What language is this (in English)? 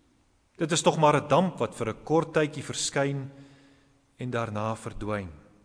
Afrikaans